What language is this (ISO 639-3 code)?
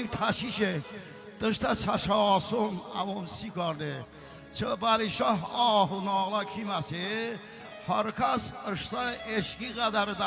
tly